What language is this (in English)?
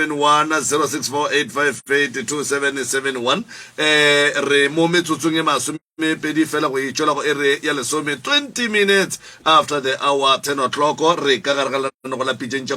Northern Sotho